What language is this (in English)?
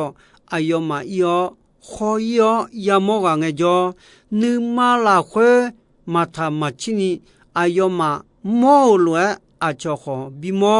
Akha